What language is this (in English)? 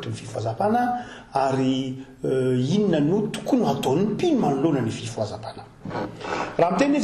Malagasy